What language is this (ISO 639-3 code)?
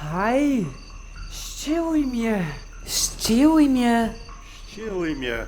hsb